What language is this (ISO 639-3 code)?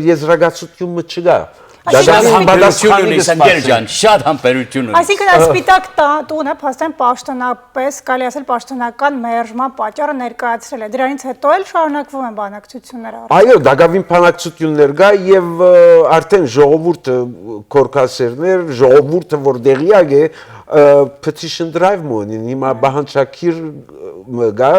hyw